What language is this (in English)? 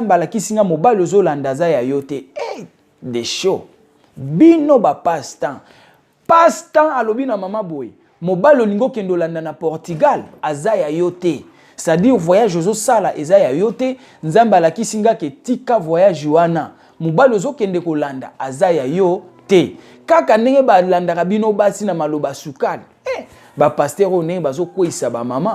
Lingala